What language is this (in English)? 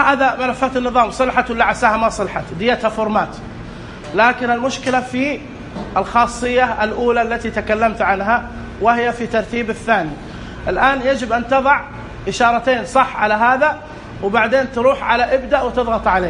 Najdi Arabic